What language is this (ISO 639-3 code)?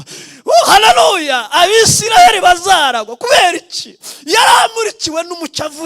kin